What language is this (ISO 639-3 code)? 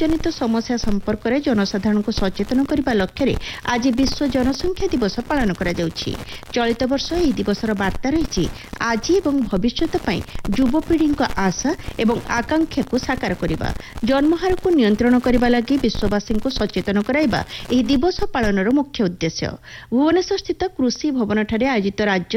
ori